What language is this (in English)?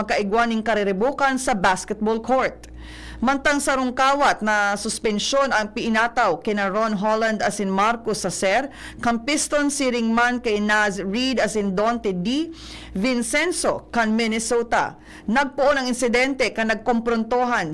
Bikol